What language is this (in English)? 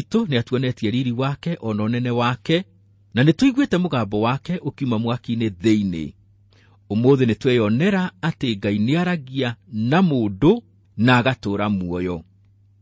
Kikuyu